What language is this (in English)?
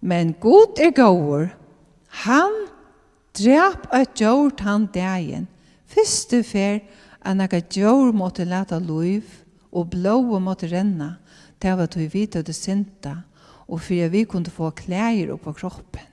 Faroese